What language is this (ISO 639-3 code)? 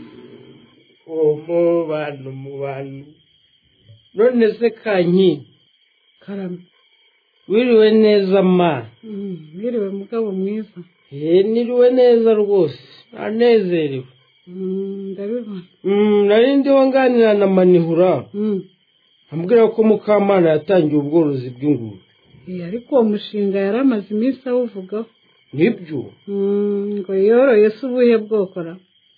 kin